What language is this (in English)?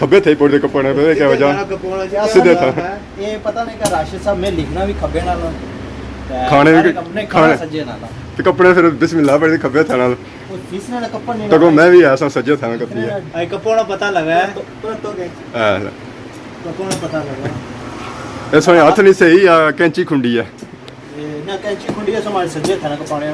Pahari-Potwari